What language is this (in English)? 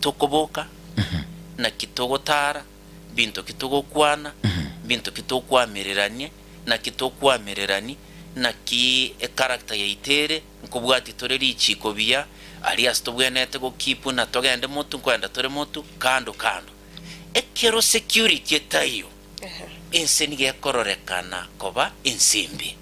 Gusii